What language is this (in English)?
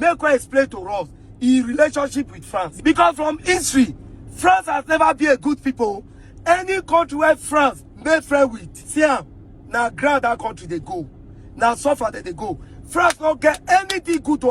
Nigerian Pidgin